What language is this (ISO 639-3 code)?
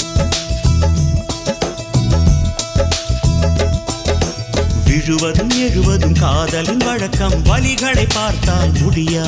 tam